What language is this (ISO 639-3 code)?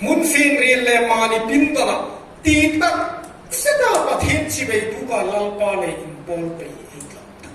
hmr